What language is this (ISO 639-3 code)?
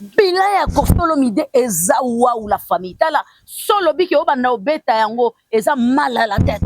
lin